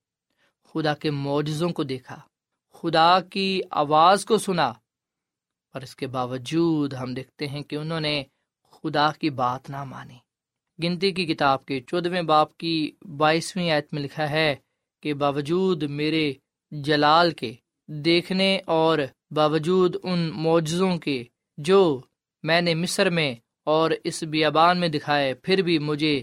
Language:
Urdu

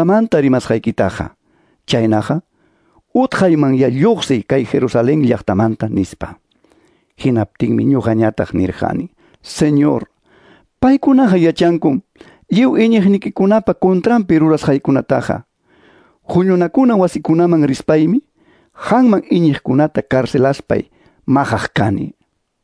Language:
Quechua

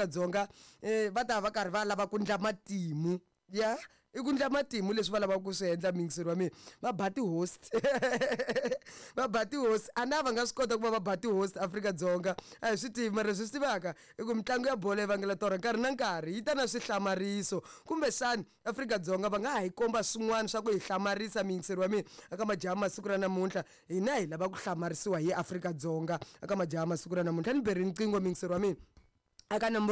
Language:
Tsonga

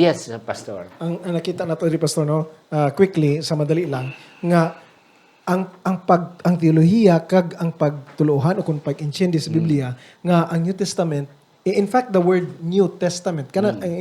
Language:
Hiligaynon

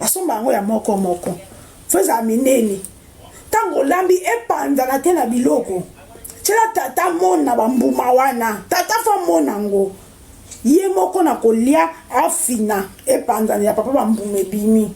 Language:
Lingala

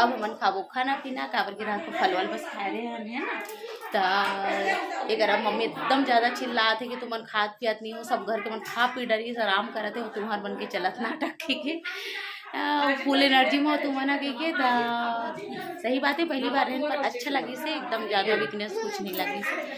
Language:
Chhattisgarhi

